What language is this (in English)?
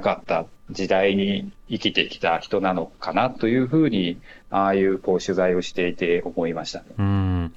Japanese